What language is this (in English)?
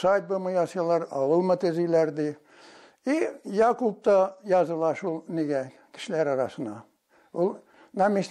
Tatar